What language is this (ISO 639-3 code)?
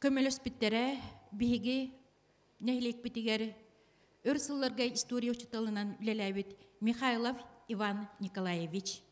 sah